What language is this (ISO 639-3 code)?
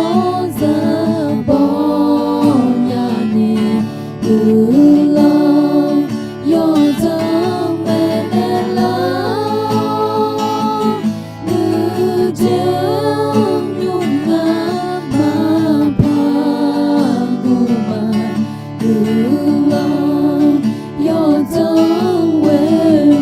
ahk